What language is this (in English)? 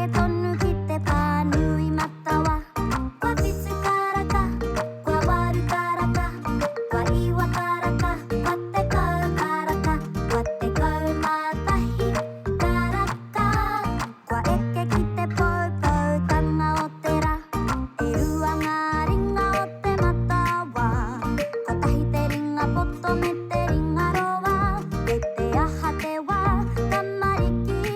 Māori